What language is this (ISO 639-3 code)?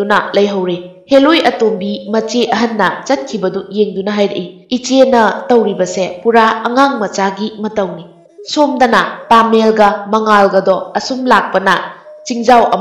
mni